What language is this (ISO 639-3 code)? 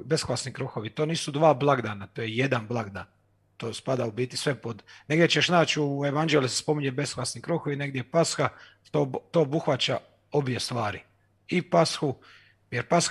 hrv